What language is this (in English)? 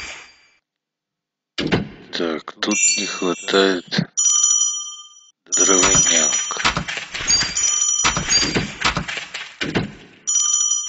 Russian